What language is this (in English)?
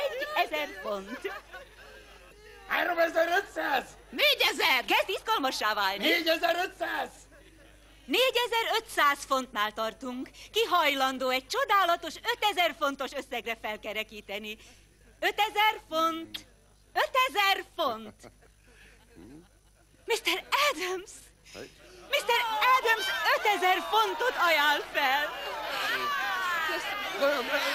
Hungarian